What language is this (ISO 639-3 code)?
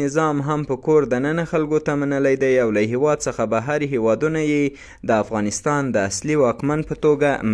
pus